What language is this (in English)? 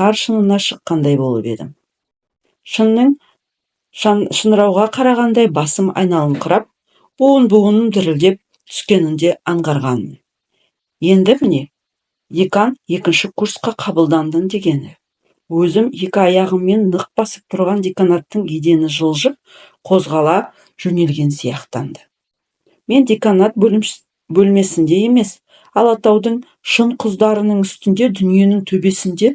Kazakh